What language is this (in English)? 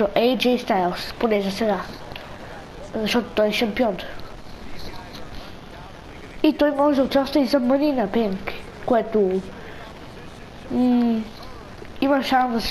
Bulgarian